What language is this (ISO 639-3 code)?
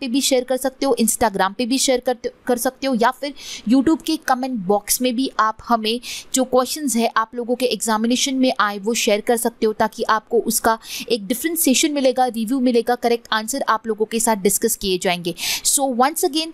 hin